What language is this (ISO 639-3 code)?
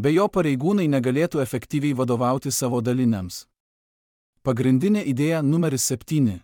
lit